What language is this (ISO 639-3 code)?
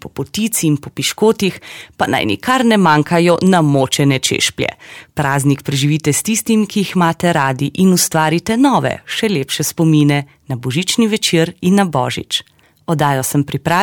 slv